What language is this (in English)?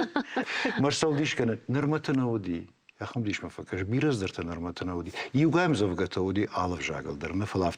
Ossetic